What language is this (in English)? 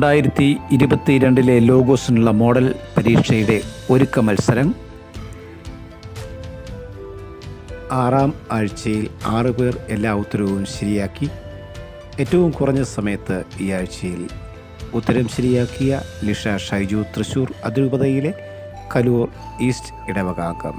Malayalam